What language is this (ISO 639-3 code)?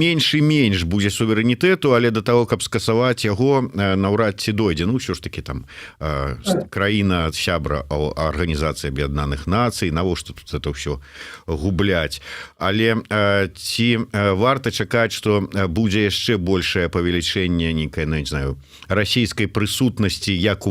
bel